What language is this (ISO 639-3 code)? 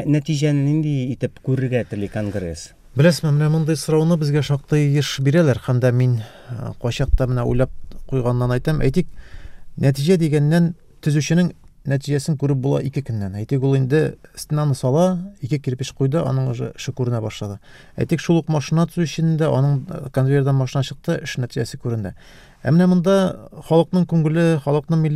tat